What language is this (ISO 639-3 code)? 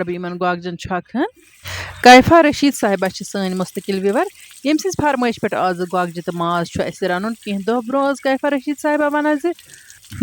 kas